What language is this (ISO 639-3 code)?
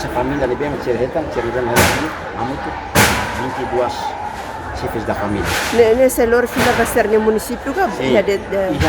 tet